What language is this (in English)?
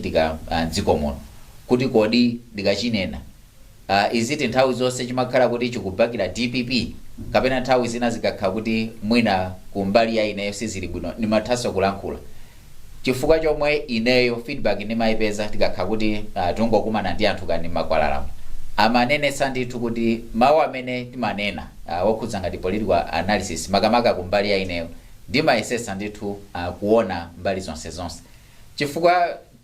Nyanja